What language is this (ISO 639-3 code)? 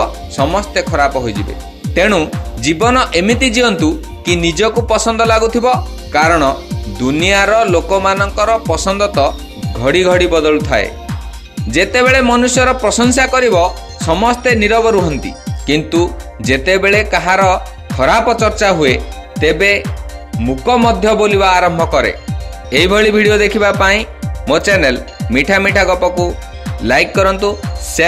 ori